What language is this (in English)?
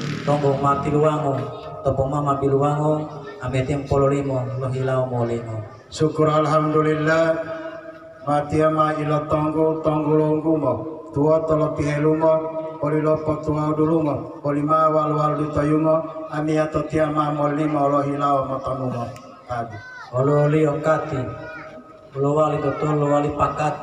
Gorontalo